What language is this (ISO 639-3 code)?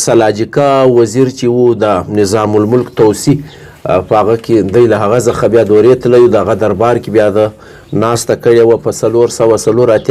pus